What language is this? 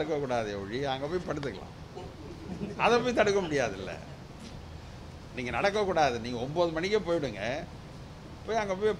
Tamil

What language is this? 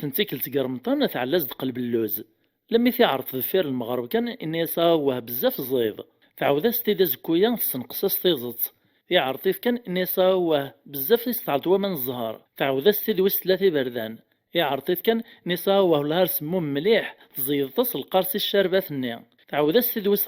Kabyle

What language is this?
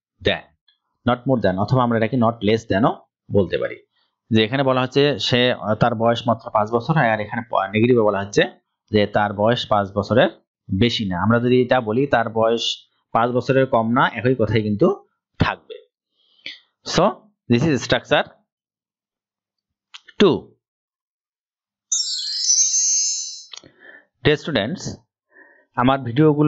Bangla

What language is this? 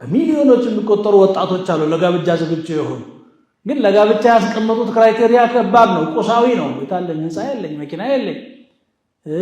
Amharic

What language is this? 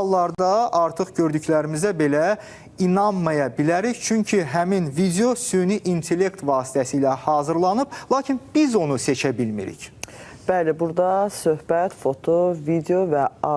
Azerbaijani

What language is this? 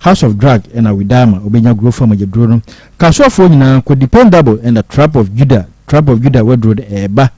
Akan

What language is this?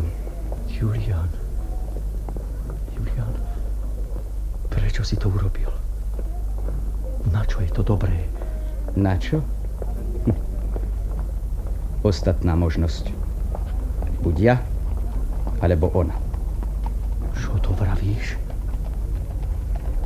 Slovak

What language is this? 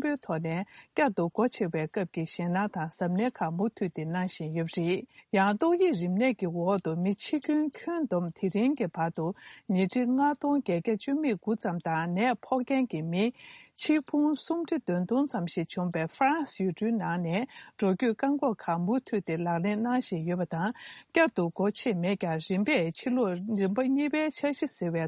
Tibetan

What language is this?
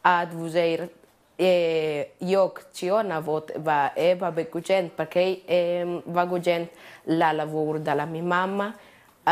Romansh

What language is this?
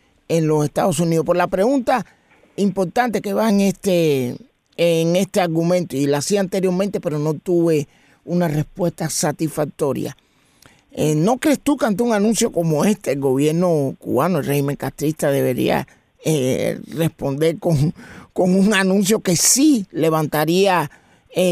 Spanish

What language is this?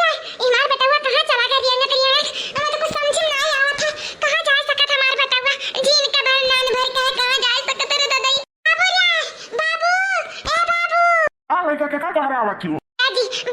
Awadhi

